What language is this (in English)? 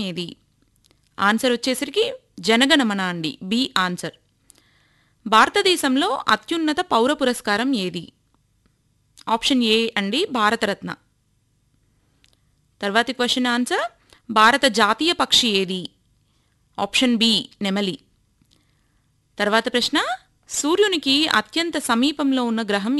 Telugu